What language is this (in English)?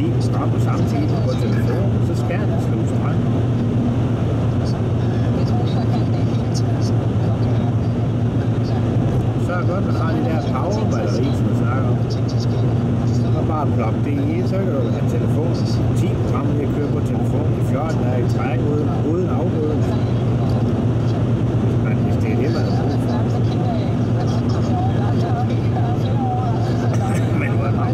Danish